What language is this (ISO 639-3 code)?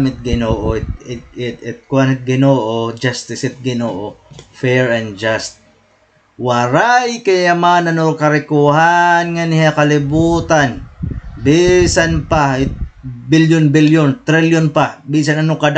war